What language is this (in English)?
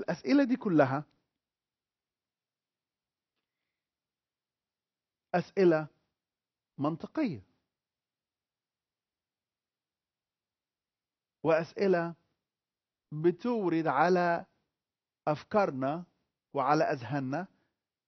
Egyptian Arabic